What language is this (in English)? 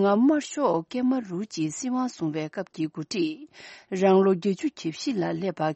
Tibetan